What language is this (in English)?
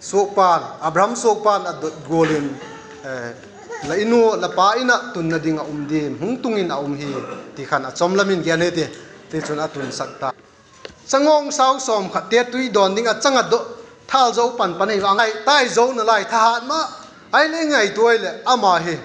Vaiphei